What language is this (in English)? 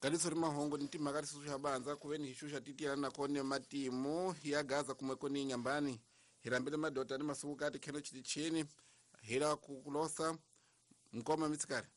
Tsonga